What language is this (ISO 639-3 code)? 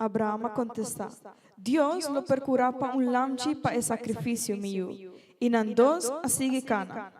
pap